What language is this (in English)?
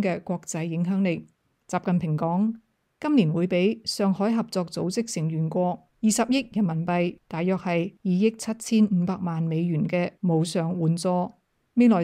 Cantonese